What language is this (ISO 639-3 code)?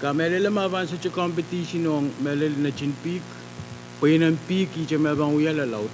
pon